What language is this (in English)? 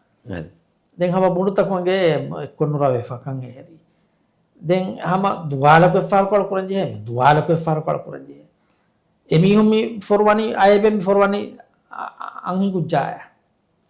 Divehi